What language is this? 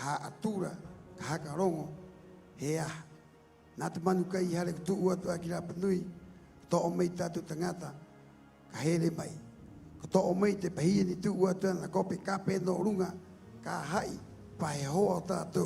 Rapanui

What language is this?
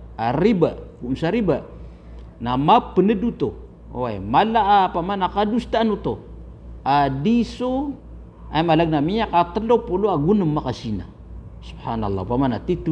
Maranao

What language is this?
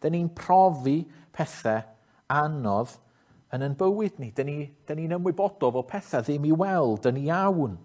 Welsh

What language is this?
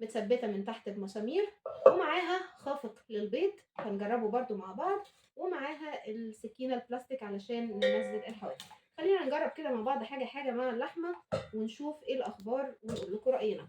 Egyptian Arabic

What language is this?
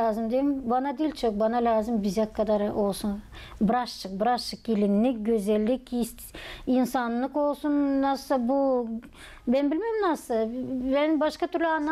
Gagauz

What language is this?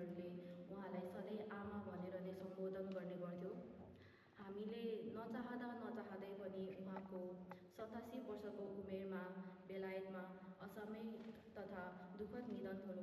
Nepali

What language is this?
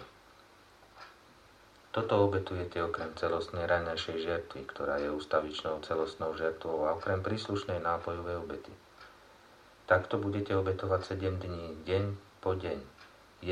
Slovak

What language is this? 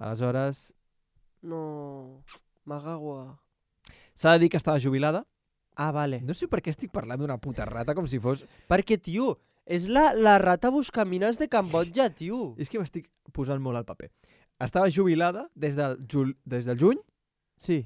Catalan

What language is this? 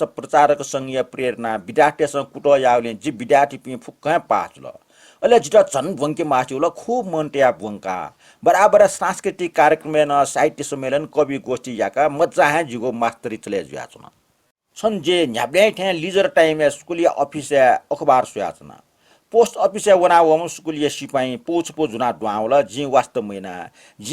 Newari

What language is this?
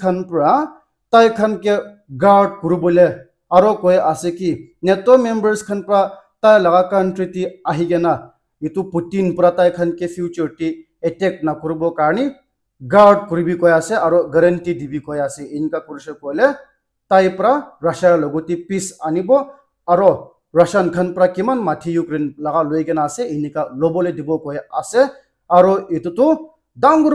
Naga Pidgin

